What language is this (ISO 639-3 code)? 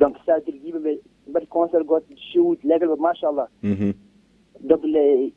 ful